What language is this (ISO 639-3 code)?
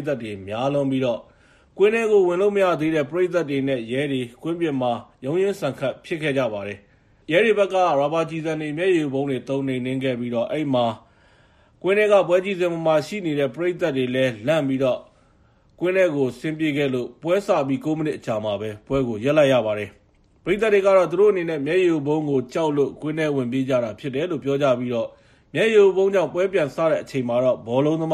mya